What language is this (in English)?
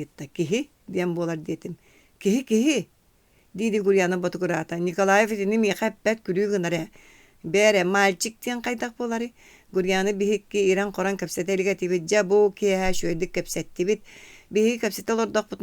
Yakut